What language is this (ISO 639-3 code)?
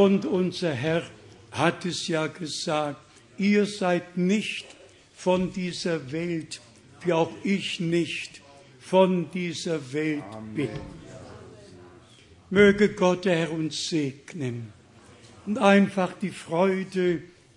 deu